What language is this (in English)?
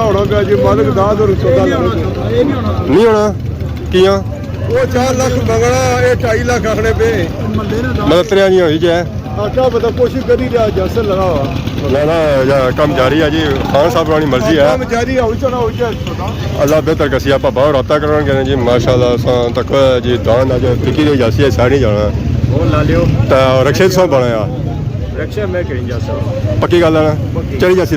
Pahari-Potwari